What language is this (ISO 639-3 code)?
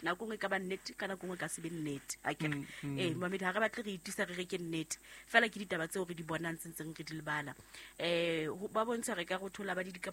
sot